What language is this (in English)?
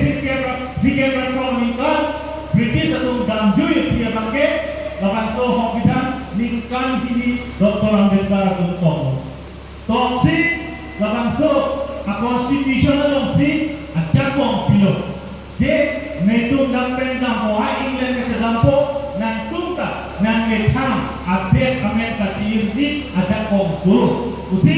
Karbi